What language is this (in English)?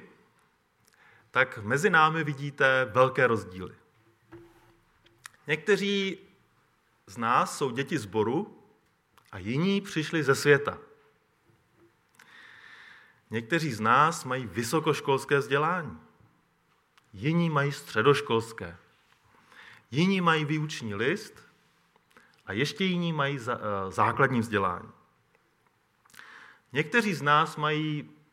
Czech